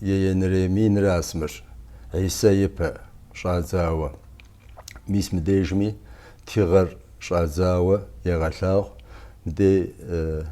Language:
Kabardian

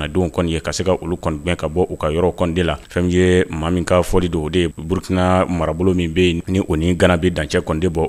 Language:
Bambara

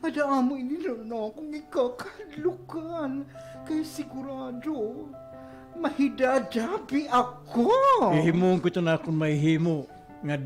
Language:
Waray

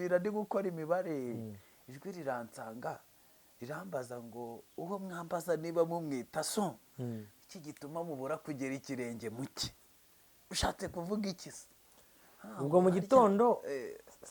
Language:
Kinyarwanda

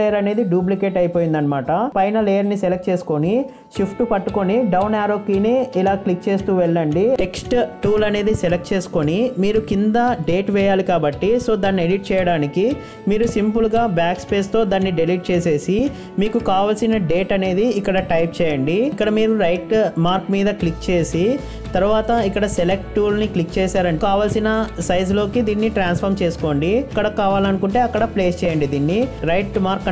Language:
Telugu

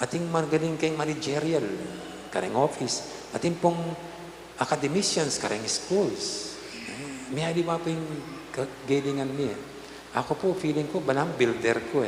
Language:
Pampanga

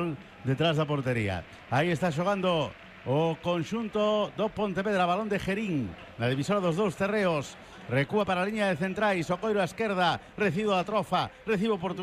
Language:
Galician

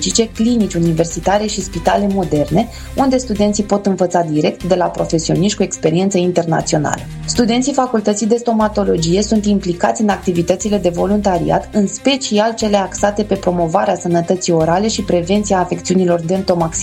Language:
Romanian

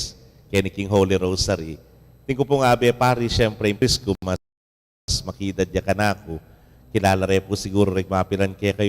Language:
Pampanga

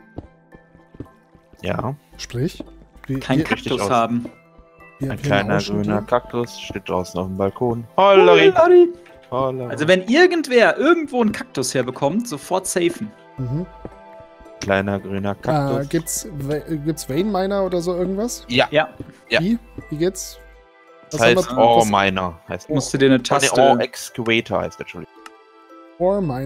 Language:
German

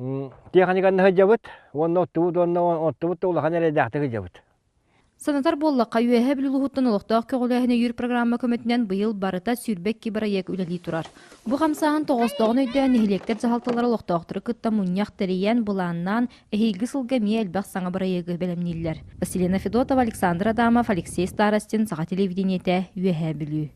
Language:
Yakut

